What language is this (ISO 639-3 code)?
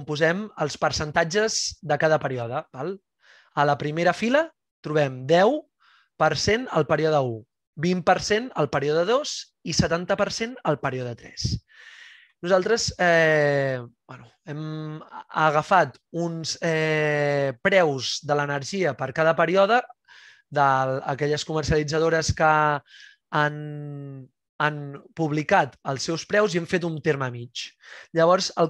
cat